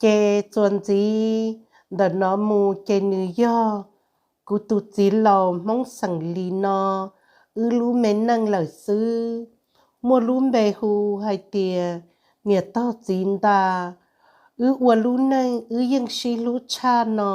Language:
Hmong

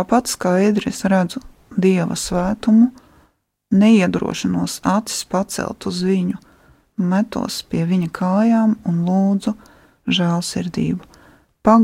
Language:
Latvian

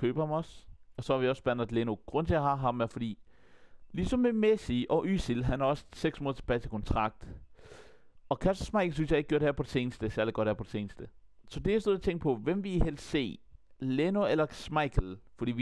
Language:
Danish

